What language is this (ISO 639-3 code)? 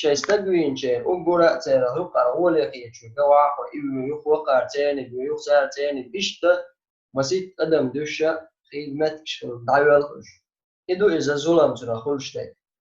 che